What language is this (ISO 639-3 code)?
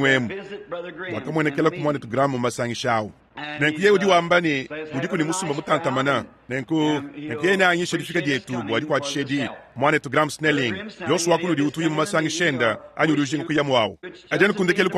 lua